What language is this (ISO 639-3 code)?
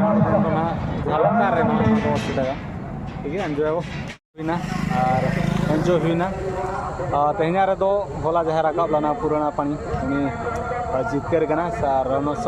sat